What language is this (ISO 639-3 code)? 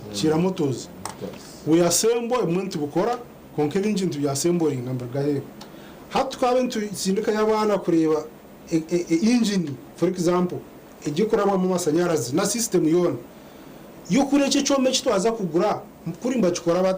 nyn